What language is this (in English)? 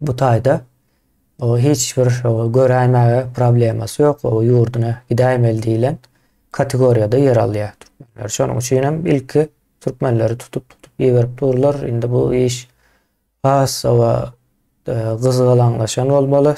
Turkmen